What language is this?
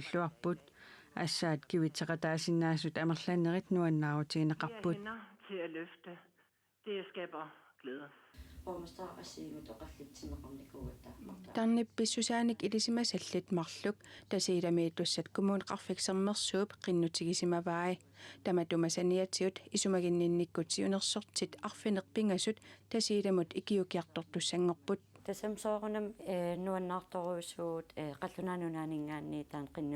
Kalaallisut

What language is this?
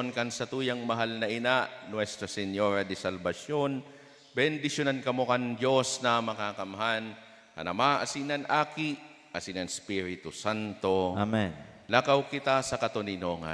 Bikol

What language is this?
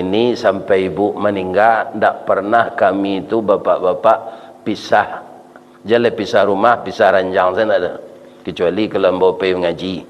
Minangkabau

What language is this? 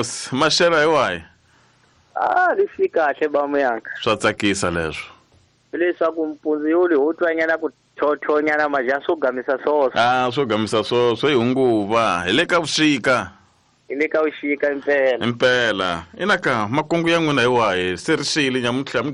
Tsonga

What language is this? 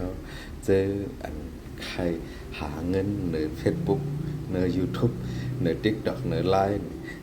Shan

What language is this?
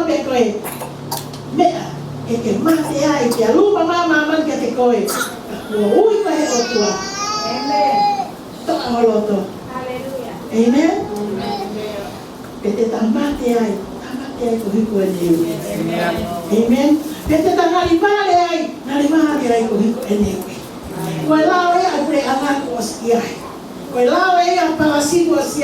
Tongan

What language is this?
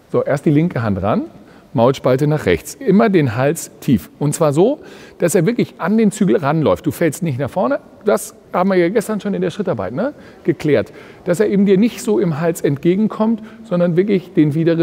German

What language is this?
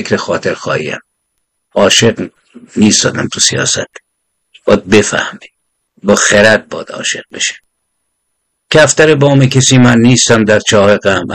Persian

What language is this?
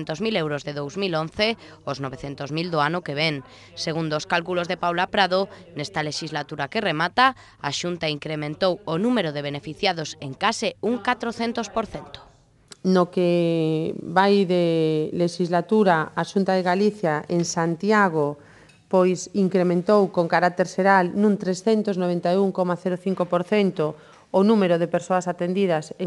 Galician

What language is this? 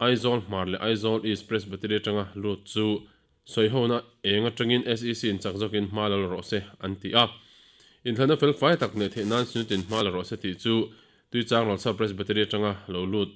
Mizo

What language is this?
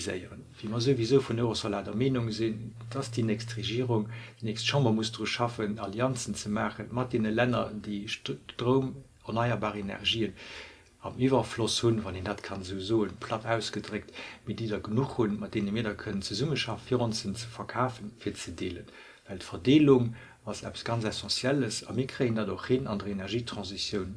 Luxembourgish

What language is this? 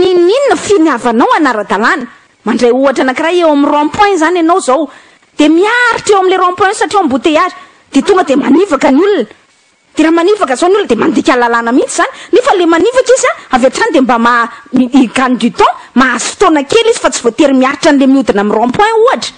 Malagasy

